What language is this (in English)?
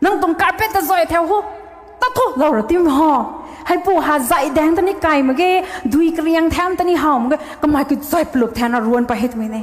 Rongmei Naga